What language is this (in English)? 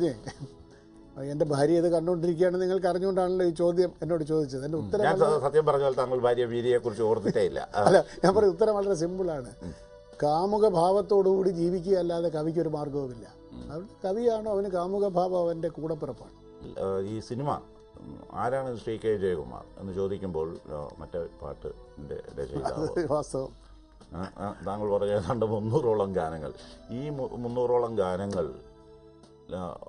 Malayalam